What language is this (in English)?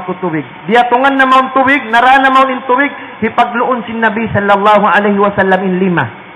Tausug